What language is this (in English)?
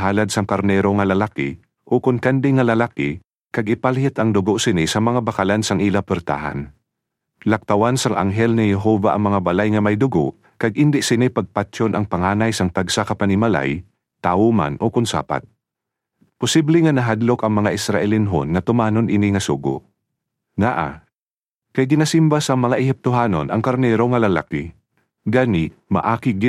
Hiligaynon